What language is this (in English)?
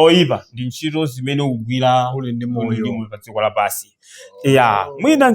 Nyanja